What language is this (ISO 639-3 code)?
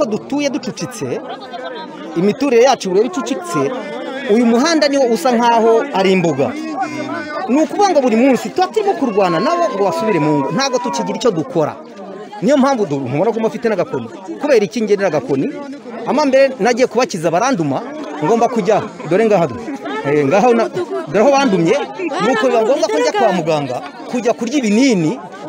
kin